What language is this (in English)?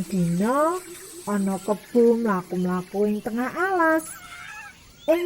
Javanese